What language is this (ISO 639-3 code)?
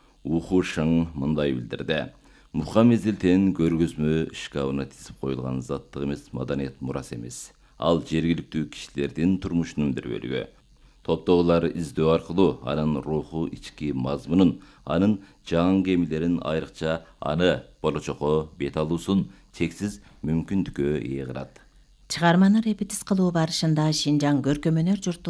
kir